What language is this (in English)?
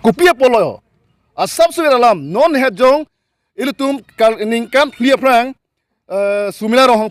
Karbi